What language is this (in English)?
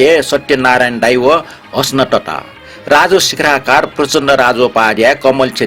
Newari